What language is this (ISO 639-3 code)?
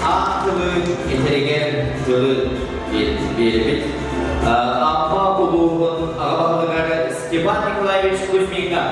sah